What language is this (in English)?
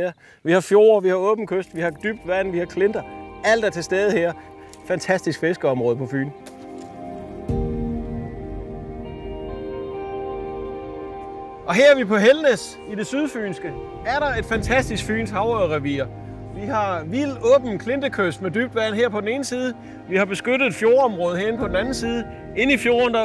Danish